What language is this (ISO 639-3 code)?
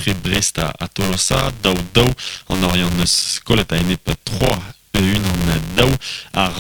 bre